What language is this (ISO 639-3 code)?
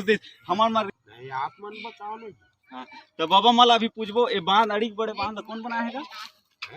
hne